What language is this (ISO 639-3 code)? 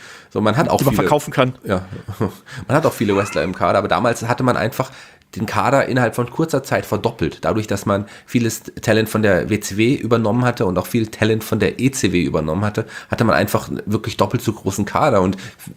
deu